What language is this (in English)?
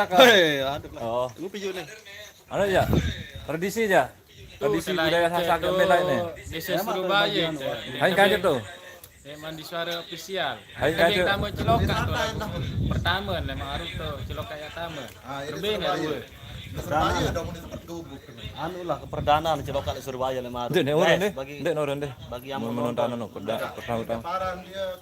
Sasak